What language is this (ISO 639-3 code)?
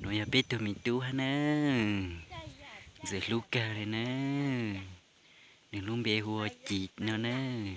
hmn